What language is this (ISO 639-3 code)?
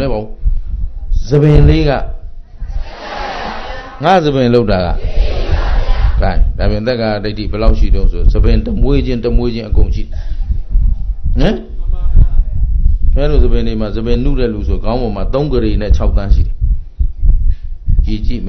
mya